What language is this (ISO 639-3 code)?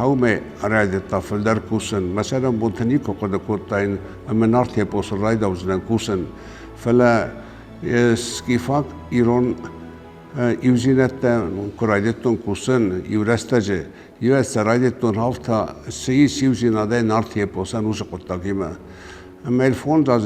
oss